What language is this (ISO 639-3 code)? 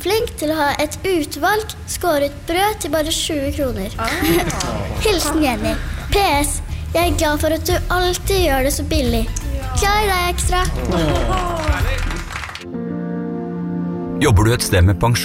nor